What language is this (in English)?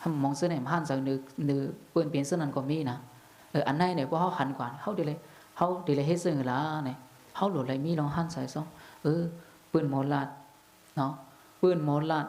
Shan